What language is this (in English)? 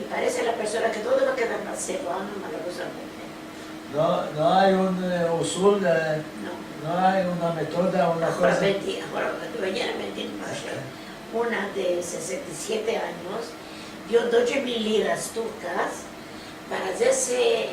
Ladino